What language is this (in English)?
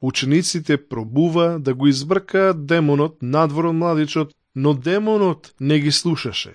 Macedonian